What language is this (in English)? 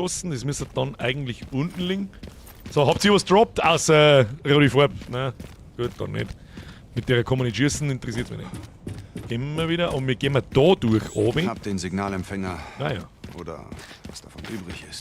Bavarian